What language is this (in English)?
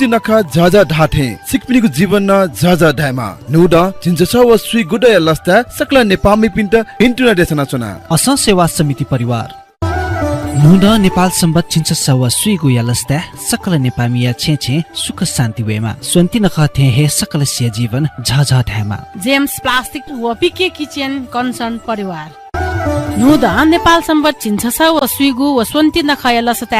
Newari